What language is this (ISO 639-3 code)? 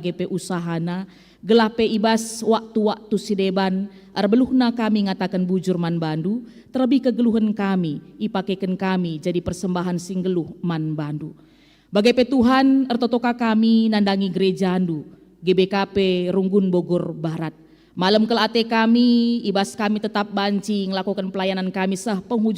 btx